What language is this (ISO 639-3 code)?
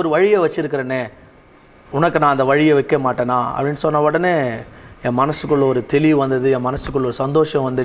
tam